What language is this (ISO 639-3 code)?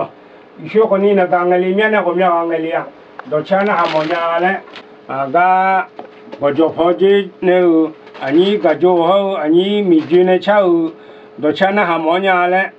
ahk